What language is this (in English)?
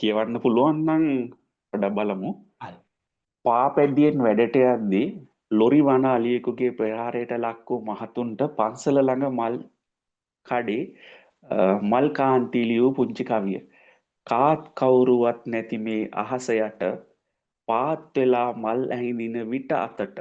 Sinhala